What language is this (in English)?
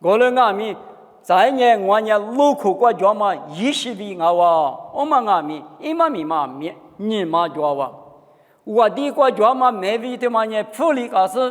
Lisu